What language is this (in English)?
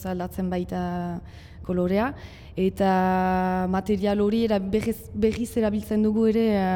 Basque